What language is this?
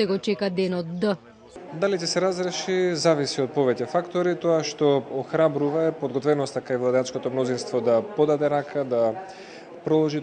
Macedonian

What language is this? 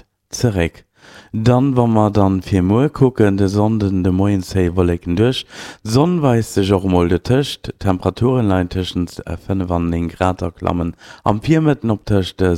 Luxembourgish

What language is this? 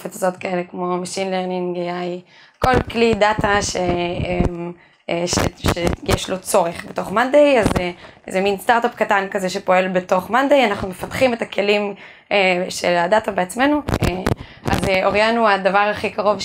Hebrew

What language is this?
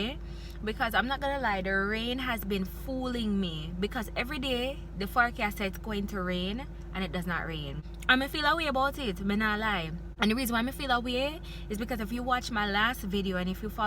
Jamaican Creole English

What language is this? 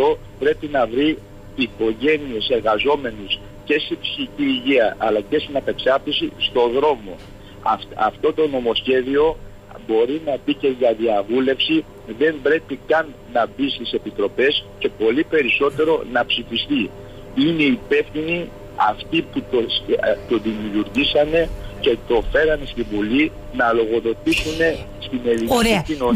Greek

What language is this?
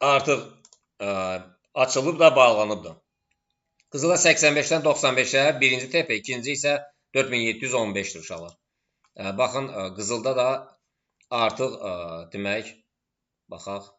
Azerbaijani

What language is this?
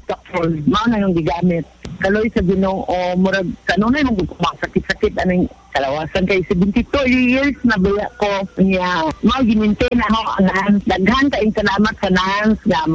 Cebuano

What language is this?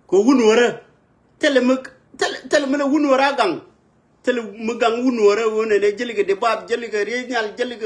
Nuer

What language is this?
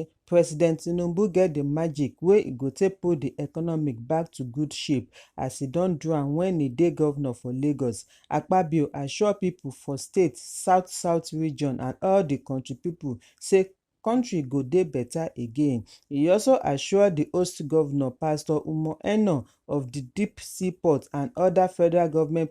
Nigerian Pidgin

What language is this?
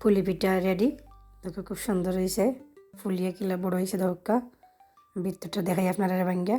Sylheti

